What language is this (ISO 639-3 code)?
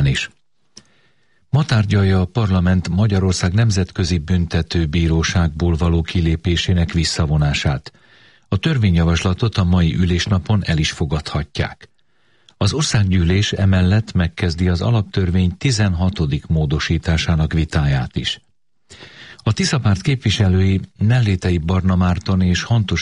hun